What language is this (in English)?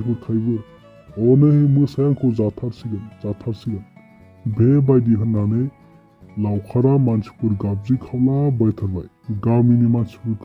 Bodo